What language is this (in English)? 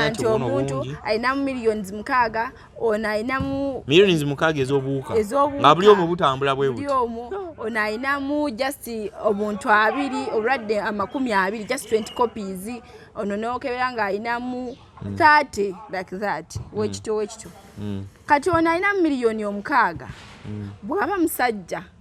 Ganda